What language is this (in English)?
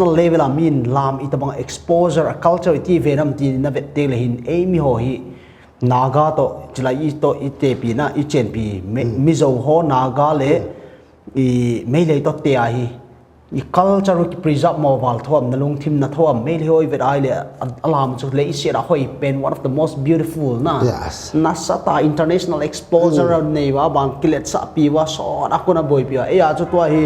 Paite Chin